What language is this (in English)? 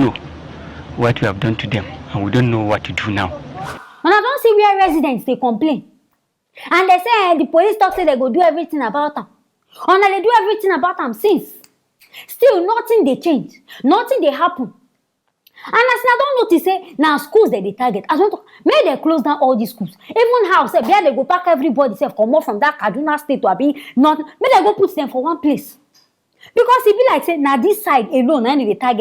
Nigerian Pidgin